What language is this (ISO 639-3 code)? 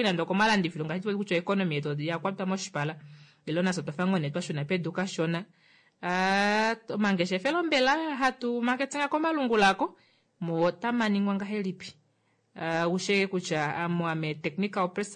kua